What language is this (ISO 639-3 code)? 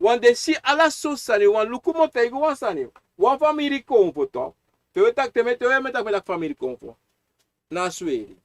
srn